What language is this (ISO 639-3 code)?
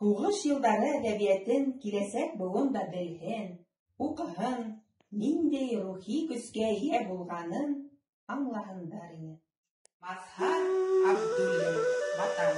bak